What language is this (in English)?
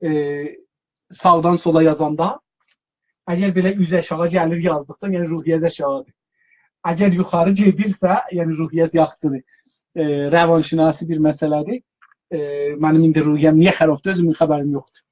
South Azerbaijani